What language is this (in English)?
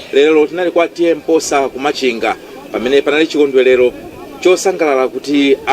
Nyanja